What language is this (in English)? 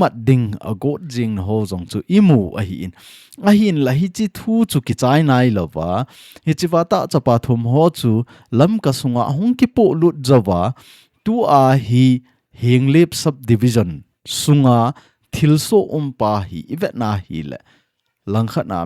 Thado Chin